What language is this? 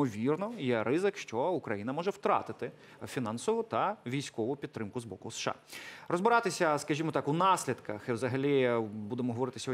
Ukrainian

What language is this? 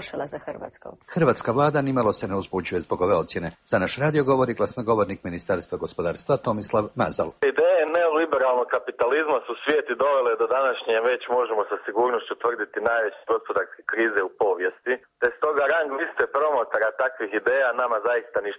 Croatian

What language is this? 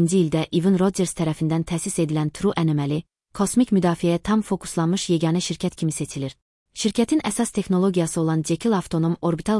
Azerbaijani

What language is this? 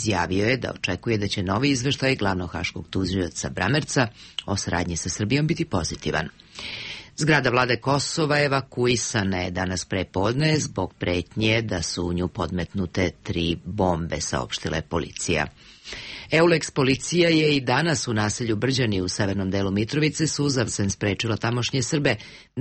Serbian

